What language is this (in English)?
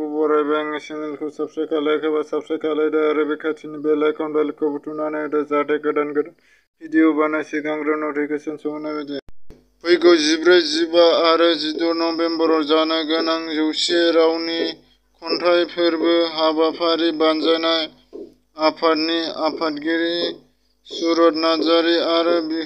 Bodo